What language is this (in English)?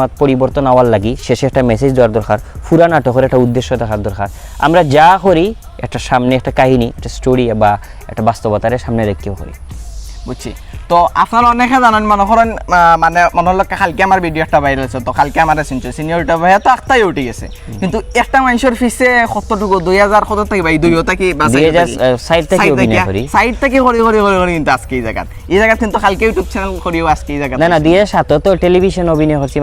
Sylheti